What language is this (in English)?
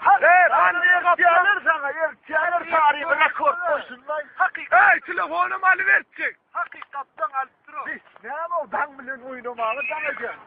Turkmen